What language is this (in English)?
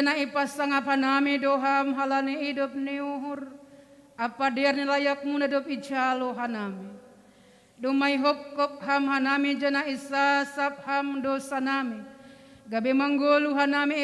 Batak Simalungun